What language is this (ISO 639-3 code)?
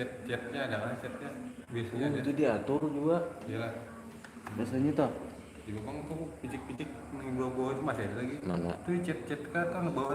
bjn